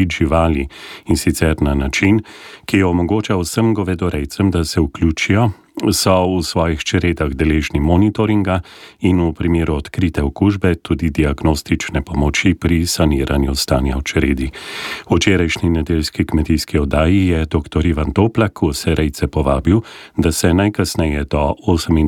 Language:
Slovenian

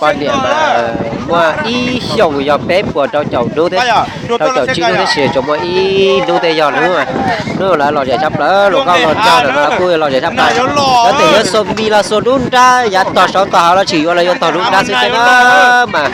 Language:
Hmong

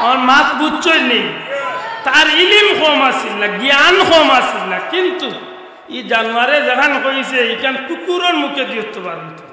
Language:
Sylheti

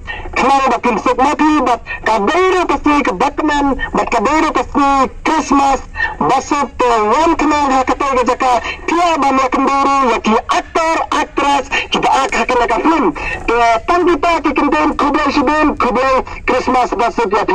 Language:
Khasi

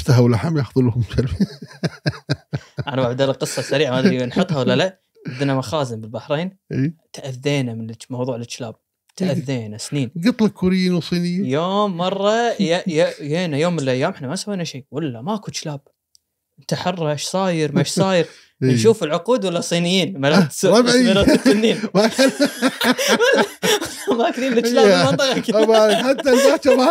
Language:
Gulf Arabic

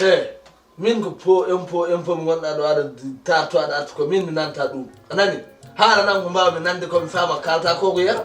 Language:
Fula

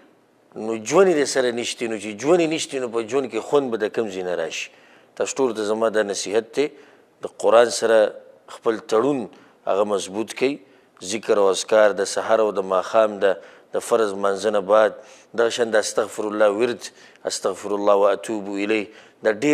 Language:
Pashto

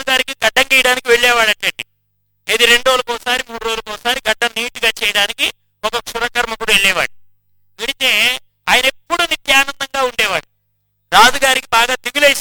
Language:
Telugu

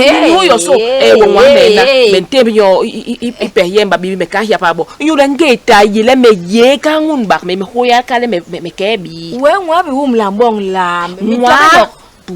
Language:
Basaa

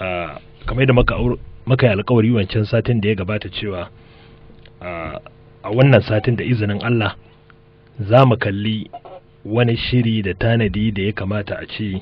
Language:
Hausa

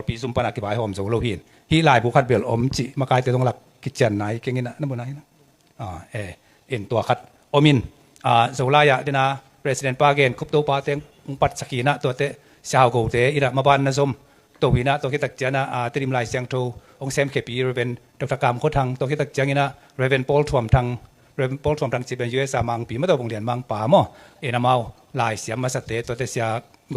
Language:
Tedim Chin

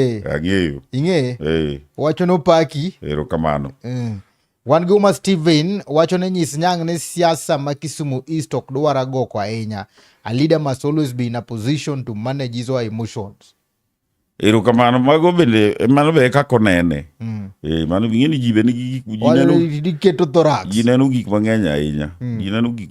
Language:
Luo (Kenya and Tanzania)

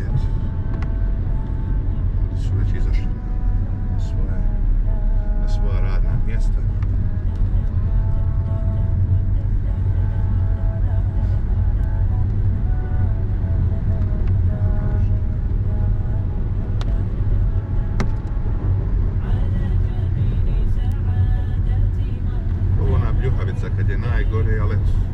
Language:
Bosnian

